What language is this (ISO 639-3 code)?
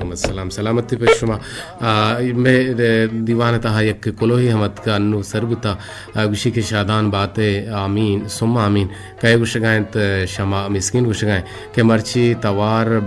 bgp